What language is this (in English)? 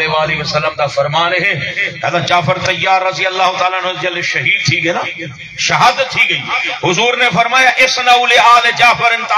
Saraiki